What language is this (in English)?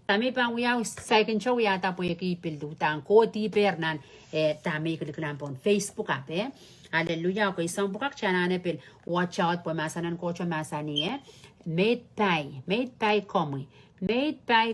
Pohnpeian